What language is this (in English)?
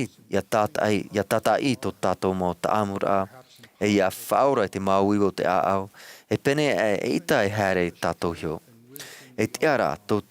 Tahitian